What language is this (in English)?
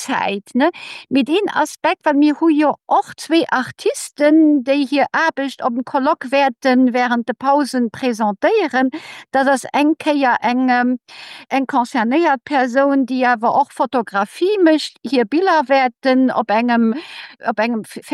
Luxembourgish